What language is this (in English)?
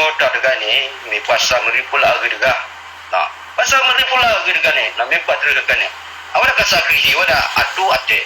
S'gaw Karen